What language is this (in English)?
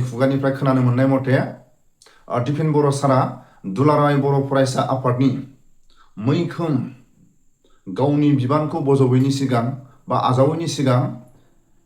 Bodo